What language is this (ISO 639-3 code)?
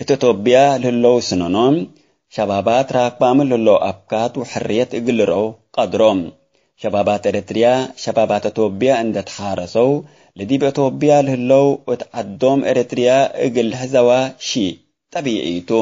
tig